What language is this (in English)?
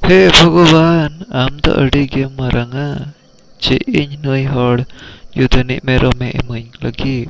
Santali